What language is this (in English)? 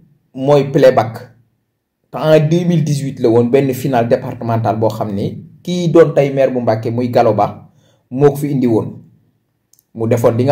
Wolof